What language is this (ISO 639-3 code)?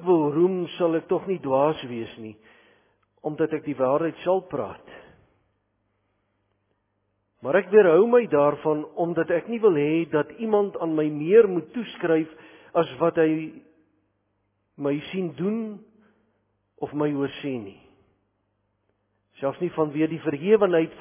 afr